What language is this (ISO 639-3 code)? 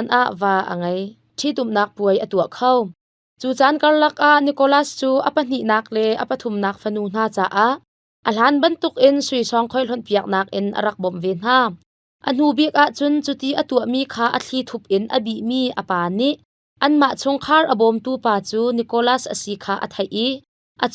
cnh